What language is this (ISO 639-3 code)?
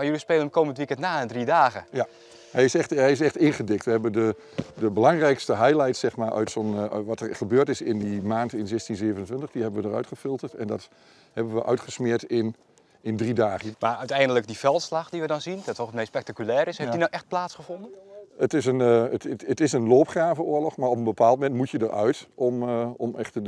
nld